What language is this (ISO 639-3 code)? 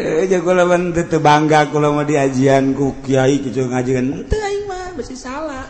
sun